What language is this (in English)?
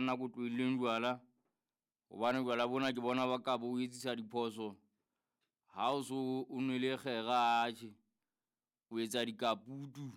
Southern Sotho